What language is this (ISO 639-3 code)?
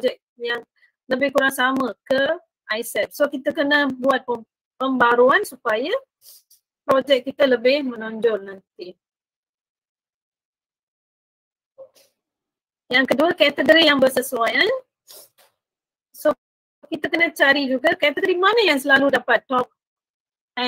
msa